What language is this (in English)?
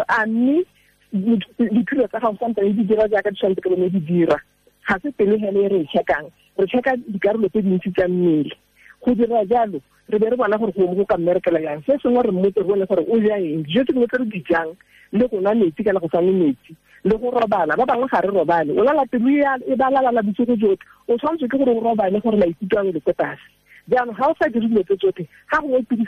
Tswana